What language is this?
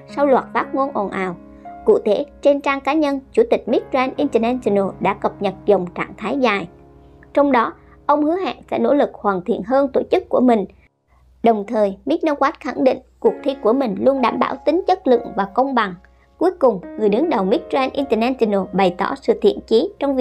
Vietnamese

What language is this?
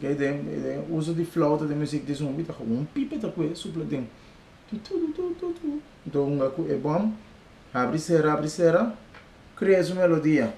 Papiamento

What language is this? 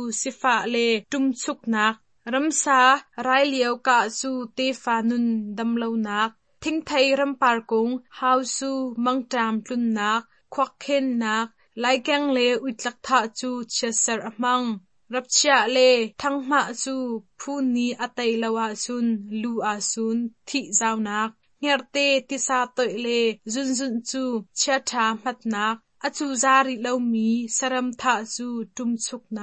Hakha Chin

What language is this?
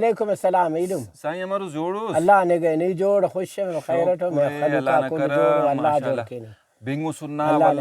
Brahui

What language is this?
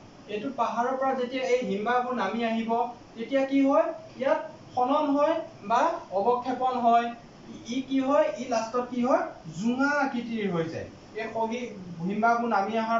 Assamese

